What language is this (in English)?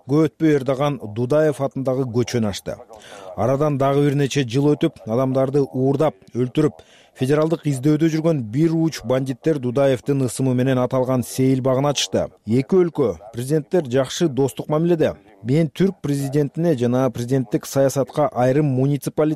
Kyrgyz